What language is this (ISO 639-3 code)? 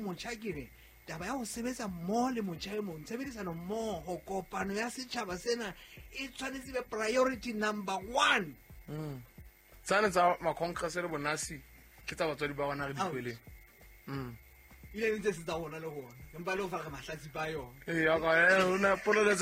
sot